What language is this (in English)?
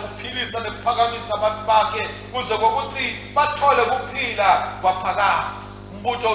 Swati